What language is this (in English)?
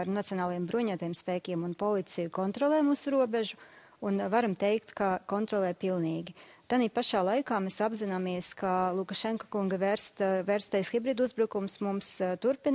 Latvian